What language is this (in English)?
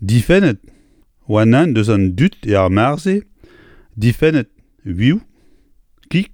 Breton